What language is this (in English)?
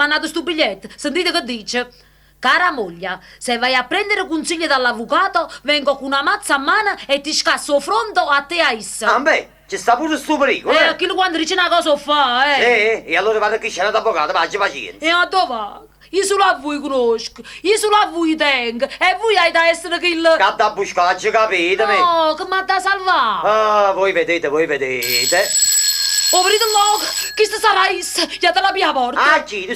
Neapolitan